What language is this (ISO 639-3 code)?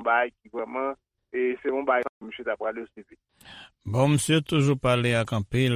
hat